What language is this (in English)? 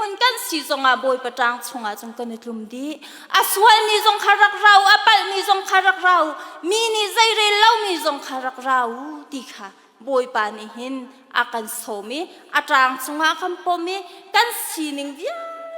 Hakha Chin